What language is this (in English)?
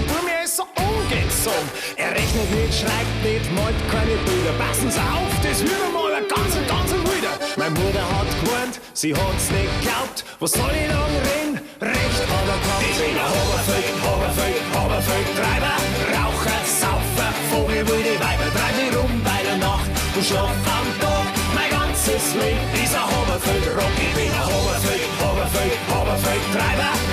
Bavarian